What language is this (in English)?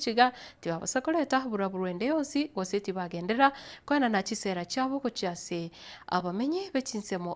Gusii